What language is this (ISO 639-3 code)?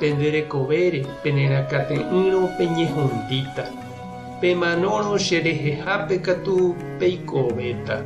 grn